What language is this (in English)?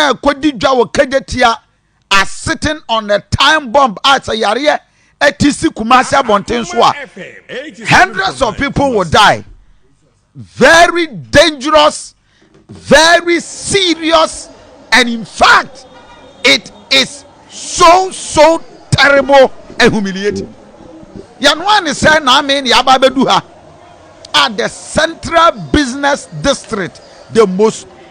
Akan